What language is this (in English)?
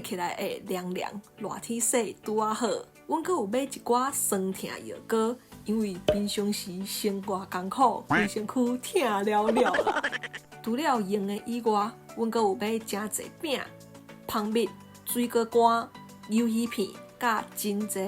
Min Nan Chinese